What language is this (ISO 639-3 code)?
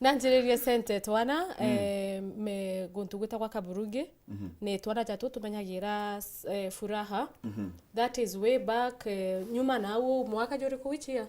mer